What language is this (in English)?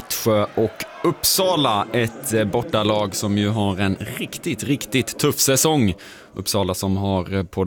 Swedish